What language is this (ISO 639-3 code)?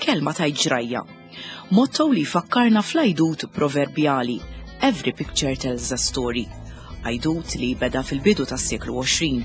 mlt